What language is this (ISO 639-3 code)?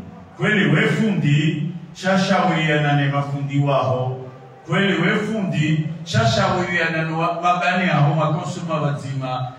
swa